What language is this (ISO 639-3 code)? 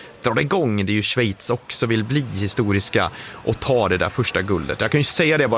swe